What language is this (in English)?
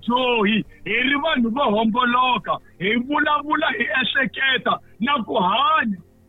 Tsonga